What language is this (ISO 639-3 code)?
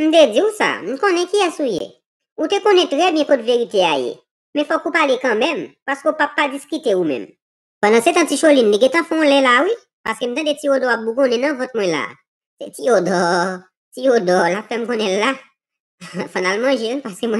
hat